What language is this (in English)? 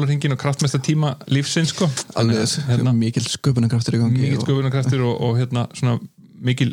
Icelandic